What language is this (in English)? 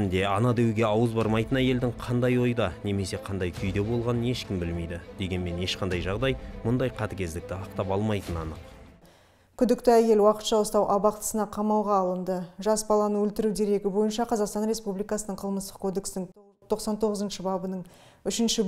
Kazakh